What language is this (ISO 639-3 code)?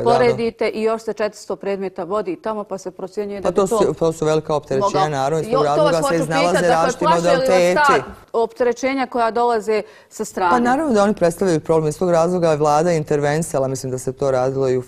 bos